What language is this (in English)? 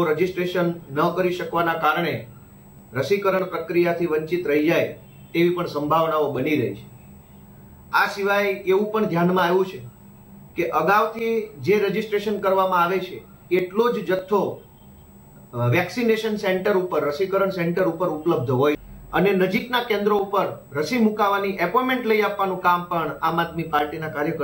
Gujarati